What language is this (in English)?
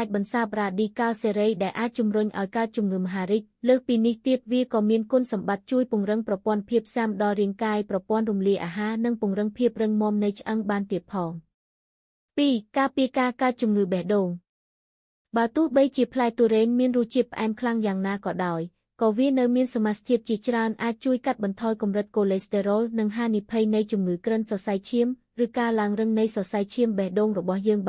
Khmer